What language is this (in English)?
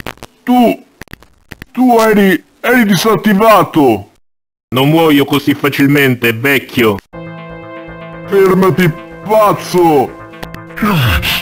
Italian